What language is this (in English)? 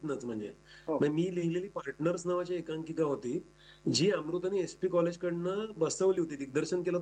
Marathi